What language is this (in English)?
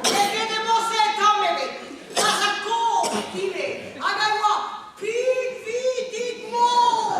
Breton